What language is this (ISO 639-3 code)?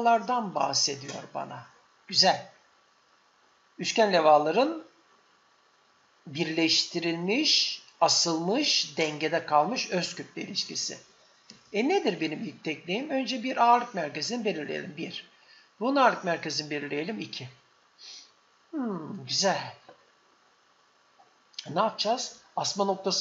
tur